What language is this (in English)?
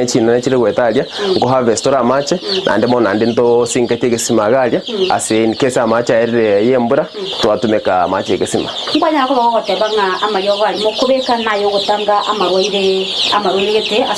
Gusii